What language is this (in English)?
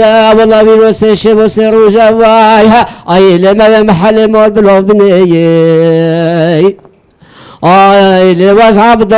Kurdish